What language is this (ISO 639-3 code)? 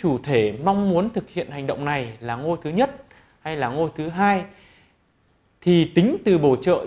vie